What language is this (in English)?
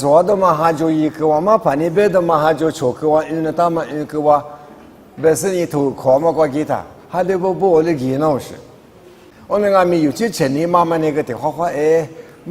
Lisu